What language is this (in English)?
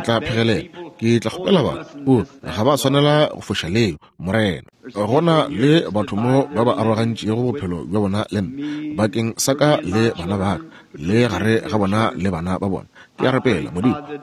Northern Sotho